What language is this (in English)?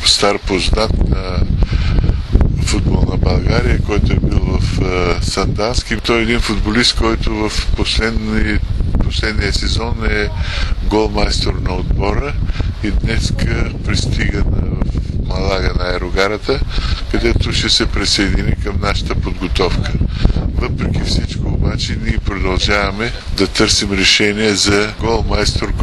Bulgarian